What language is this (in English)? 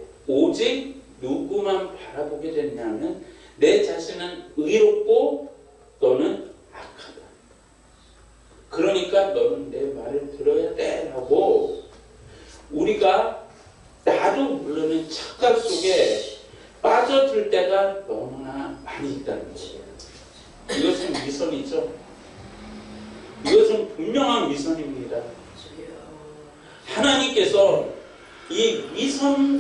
Korean